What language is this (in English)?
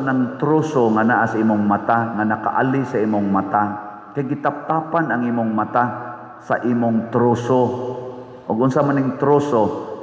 Cebuano